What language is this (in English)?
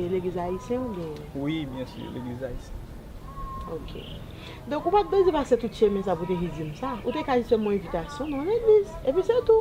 Haitian Creole